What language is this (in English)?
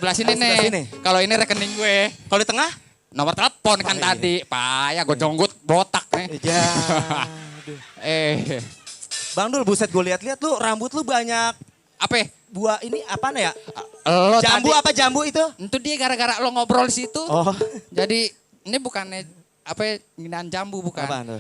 Betawi